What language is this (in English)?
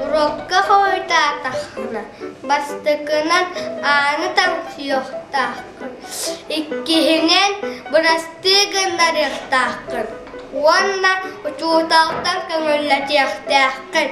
Yakut